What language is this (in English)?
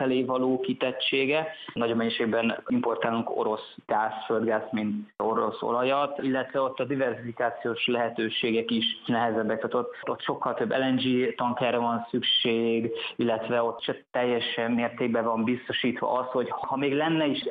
Hungarian